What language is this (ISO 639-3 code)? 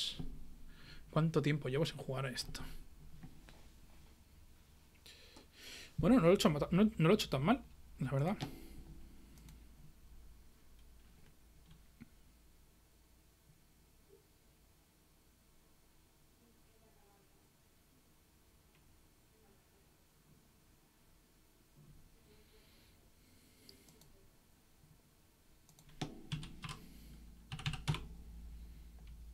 spa